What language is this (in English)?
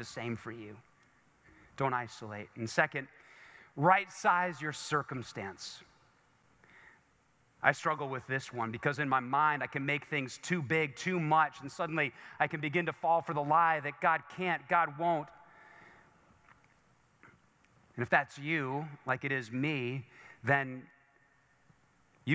English